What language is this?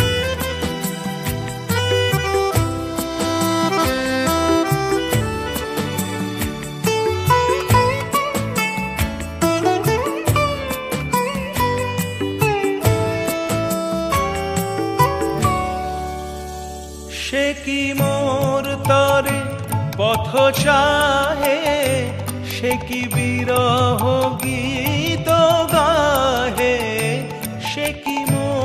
Bangla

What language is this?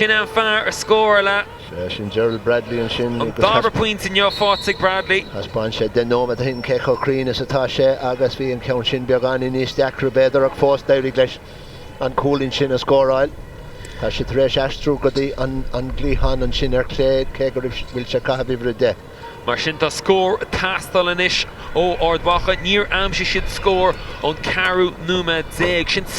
Irish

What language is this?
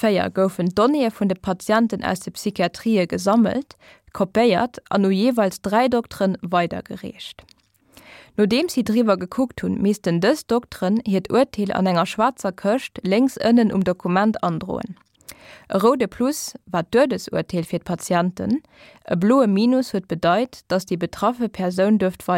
Luxembourgish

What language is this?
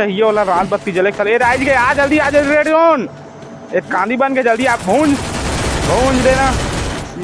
Chhattisgarhi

